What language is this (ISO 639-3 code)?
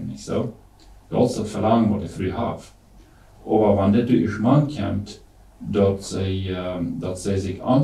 pdt